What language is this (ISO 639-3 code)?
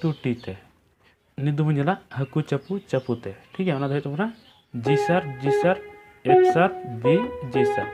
sat